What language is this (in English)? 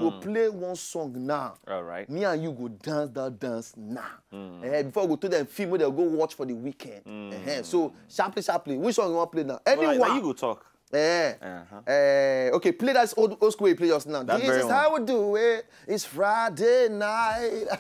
Nigerian Pidgin